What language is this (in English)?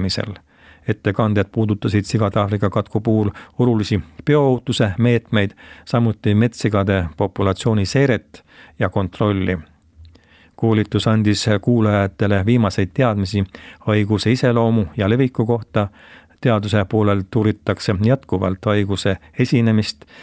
Estonian